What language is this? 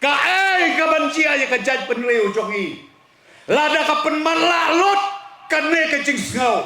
Khasi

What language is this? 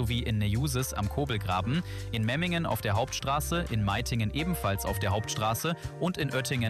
German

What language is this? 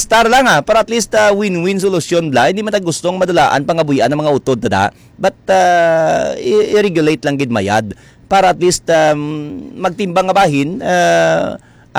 Hiligaynon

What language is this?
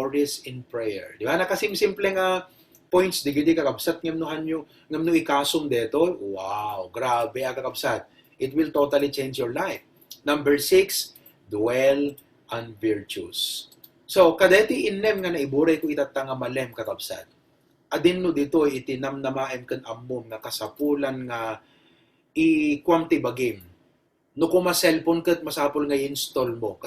Iloko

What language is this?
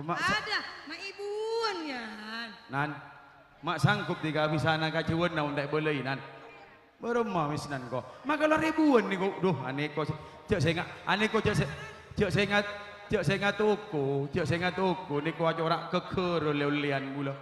Madurese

